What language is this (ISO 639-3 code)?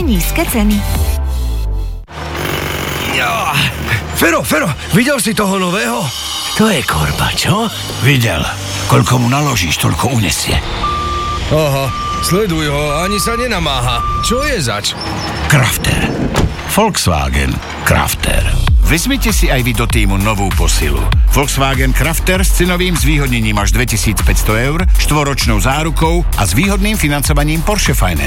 slk